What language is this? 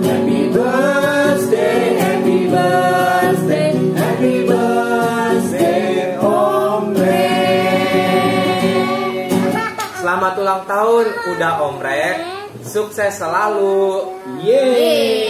Batak Toba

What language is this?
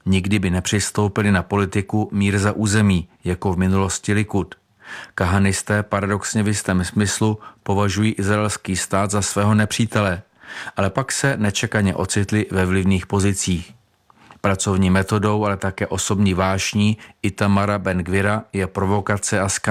Czech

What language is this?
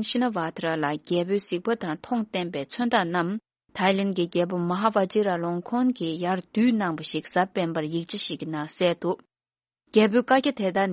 Tibetan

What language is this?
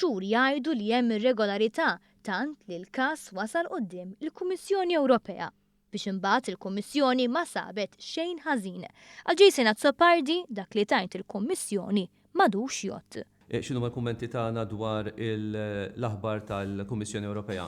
Maltese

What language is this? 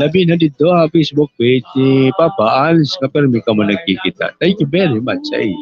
Waray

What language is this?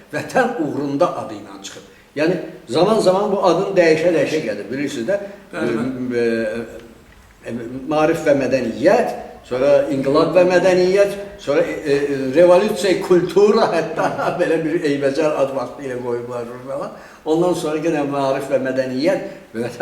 Azerbaijani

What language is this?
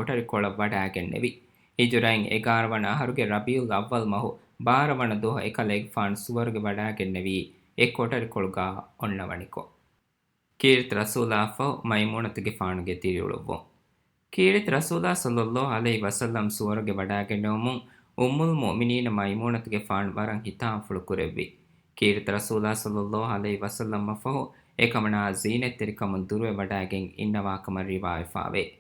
Divehi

